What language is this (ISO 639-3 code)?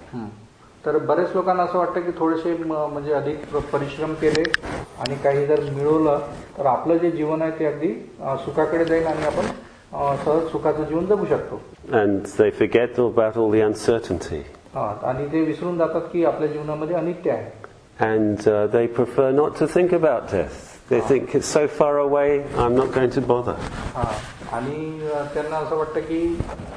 mar